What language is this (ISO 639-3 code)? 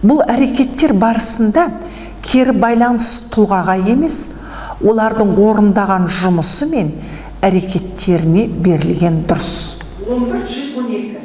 kaz